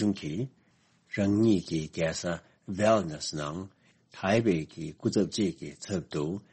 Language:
Tibetan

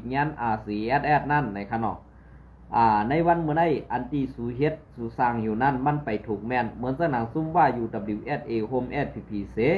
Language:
Shan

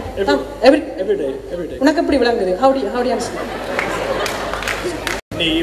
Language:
Tamil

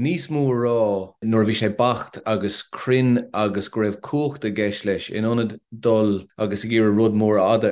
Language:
Irish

